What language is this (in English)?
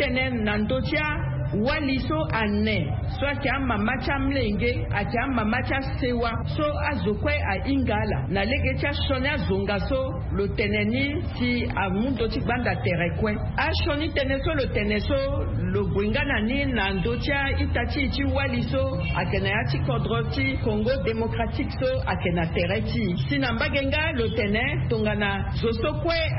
Sango